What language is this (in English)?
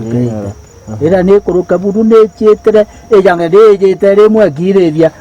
Meru